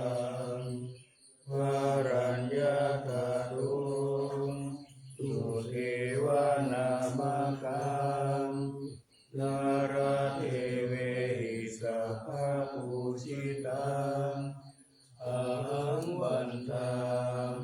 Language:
Pali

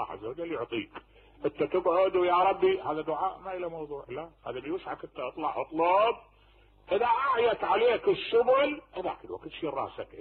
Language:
Mesopotamian Arabic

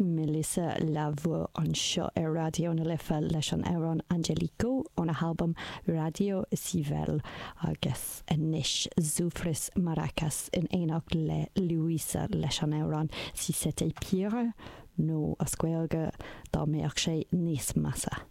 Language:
Irish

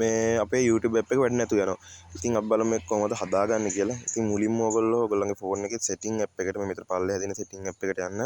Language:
Sinhala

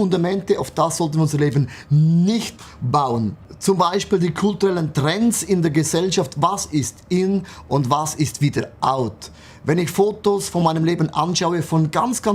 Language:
Swiss German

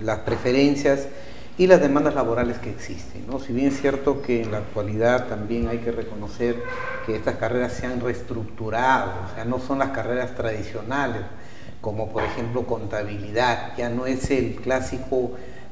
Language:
Spanish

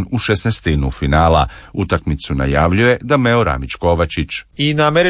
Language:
Croatian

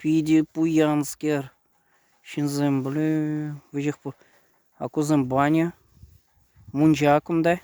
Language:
Chuvash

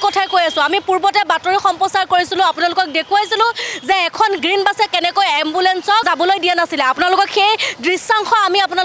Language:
Assamese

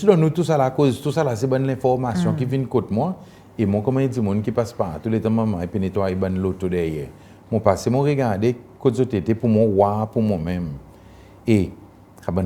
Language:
Seselwa Creole French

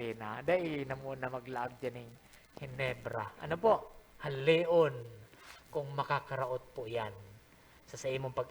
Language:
Bikol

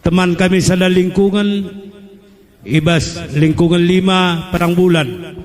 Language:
Batak Karo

